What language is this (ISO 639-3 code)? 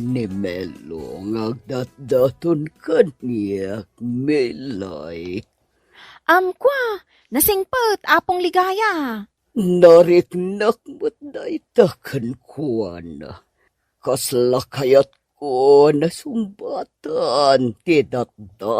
ilo